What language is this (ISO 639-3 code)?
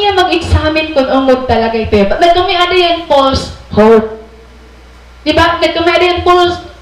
war